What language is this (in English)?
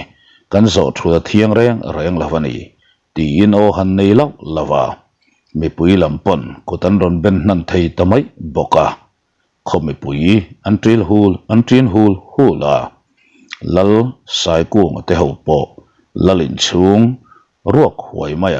Mizo